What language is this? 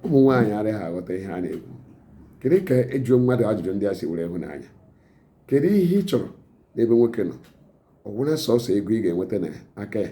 Igbo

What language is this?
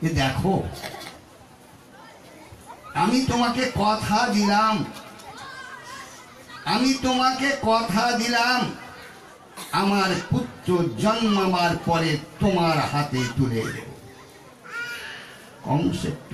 Bangla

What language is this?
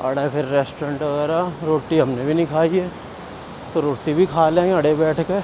Haryanvi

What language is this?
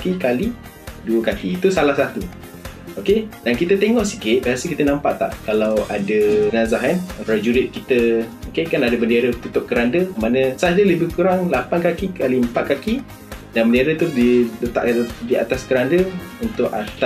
Malay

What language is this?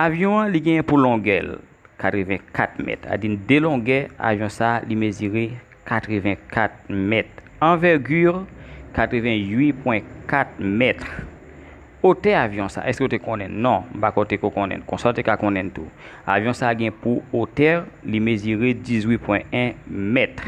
Haitian Creole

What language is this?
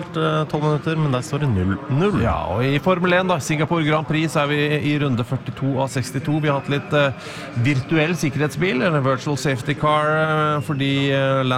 Norwegian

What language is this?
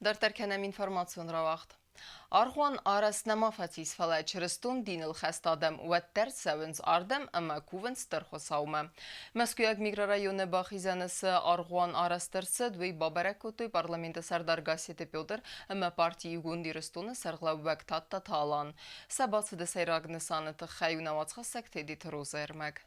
Ossetic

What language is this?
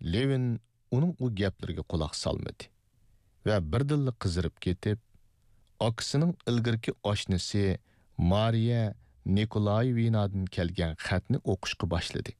Uyghur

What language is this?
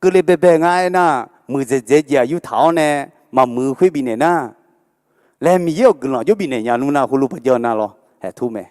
Akha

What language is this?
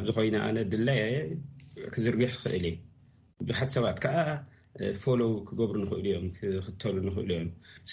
Tigrinya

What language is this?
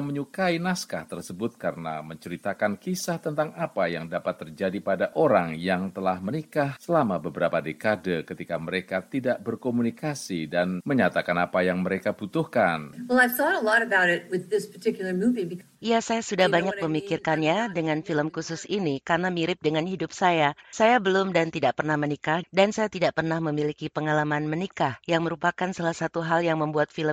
Indonesian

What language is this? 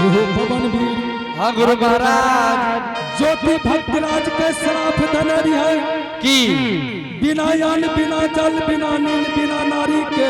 Angika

